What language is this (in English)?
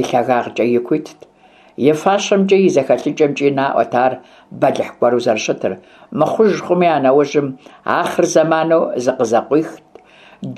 Kabardian